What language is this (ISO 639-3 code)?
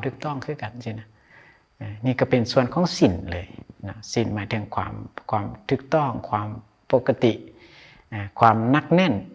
lao